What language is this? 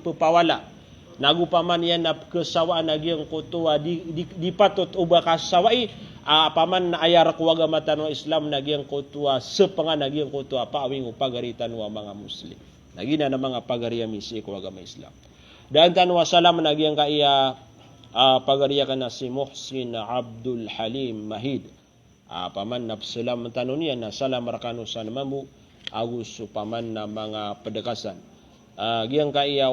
Maranao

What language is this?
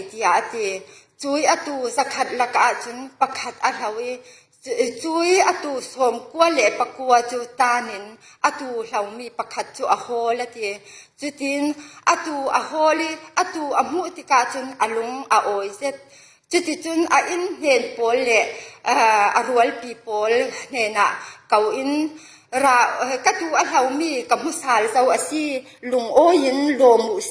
Falam Chin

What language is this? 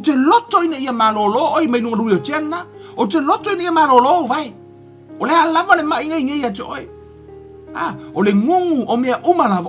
Samoan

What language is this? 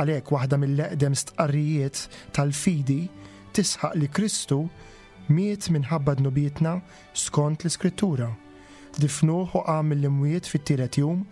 Maltese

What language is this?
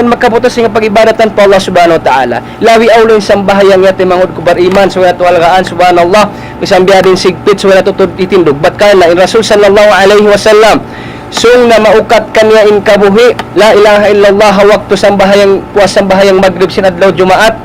Tausug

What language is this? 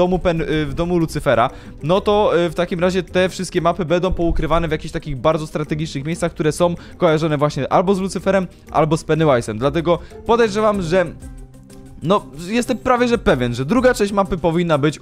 Polish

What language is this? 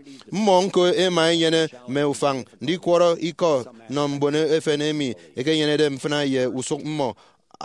Efik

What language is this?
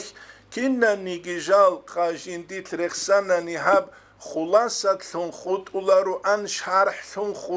Avaric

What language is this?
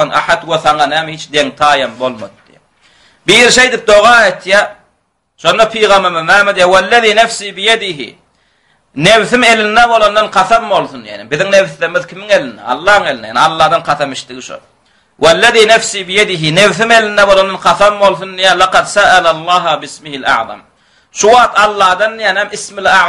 Turkmen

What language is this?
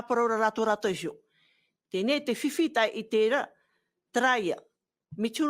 Tahitian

